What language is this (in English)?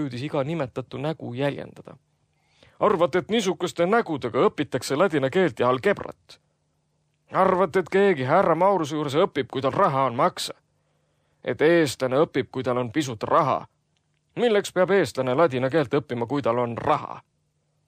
Estonian